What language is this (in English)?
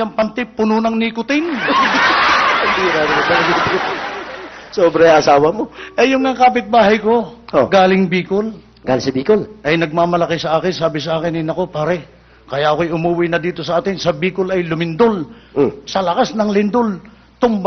Filipino